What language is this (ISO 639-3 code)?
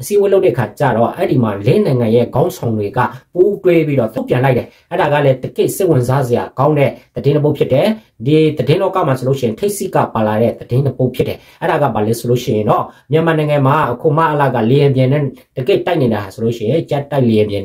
mya